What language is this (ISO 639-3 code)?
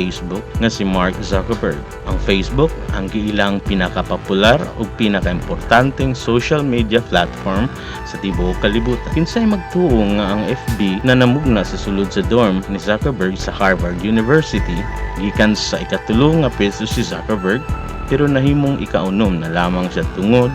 ceb